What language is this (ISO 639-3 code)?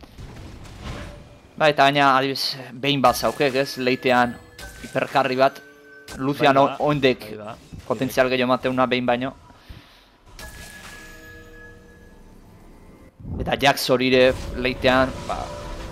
eus